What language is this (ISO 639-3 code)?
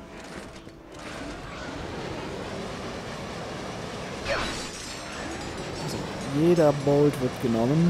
deu